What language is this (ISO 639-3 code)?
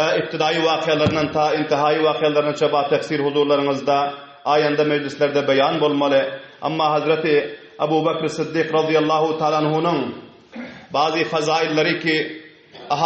tuk